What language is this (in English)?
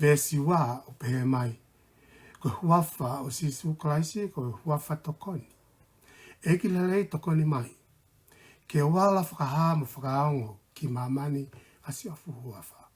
Tongan